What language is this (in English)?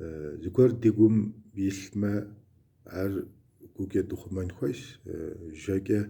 Kabardian